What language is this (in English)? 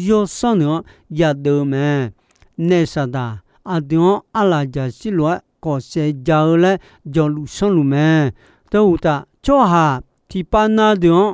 Akha